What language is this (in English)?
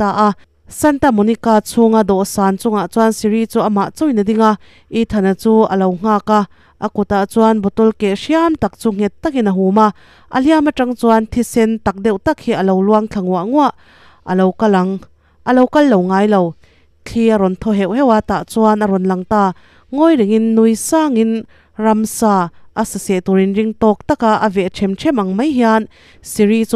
Mizo